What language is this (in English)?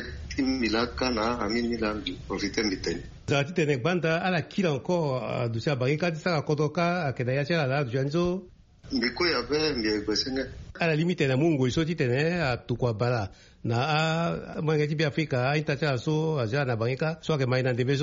Sango